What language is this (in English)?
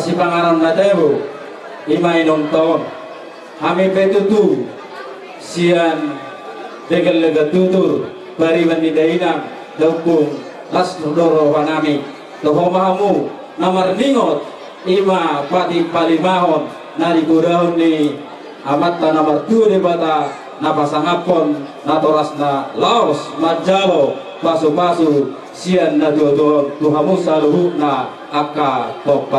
Batak Toba